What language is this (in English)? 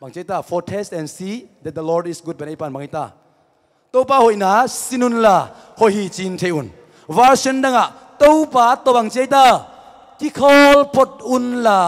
Tedim Chin